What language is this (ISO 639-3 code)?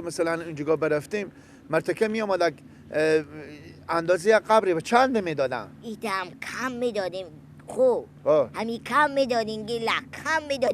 fas